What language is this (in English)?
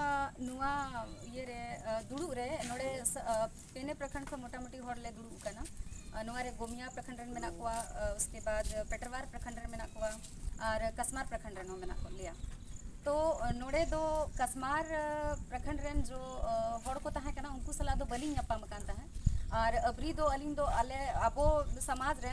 Santali